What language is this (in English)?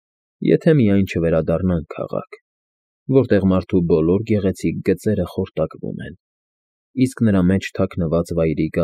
Armenian